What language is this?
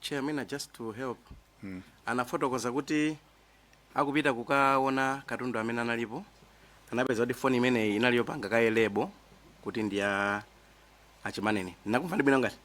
Nyanja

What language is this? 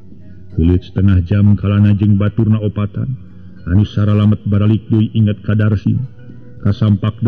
Sundanese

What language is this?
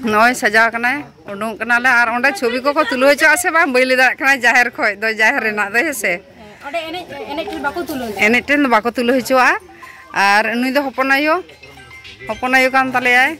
Santali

